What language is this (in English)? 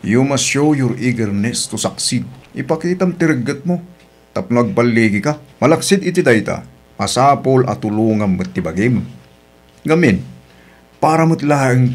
Iloko